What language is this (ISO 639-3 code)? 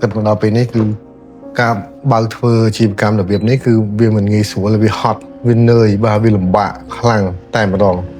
khm